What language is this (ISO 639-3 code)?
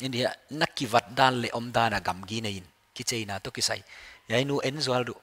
pck